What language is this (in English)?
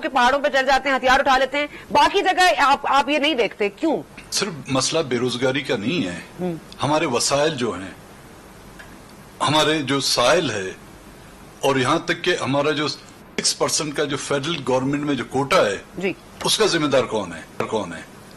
Urdu